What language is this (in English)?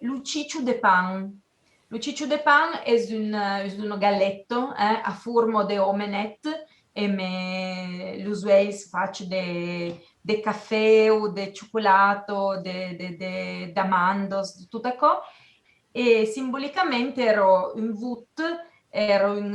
Occitan